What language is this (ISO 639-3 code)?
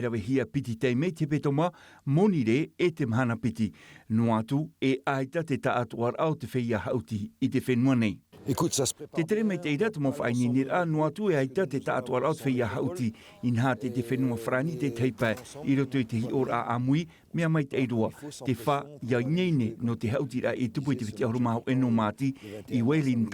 tah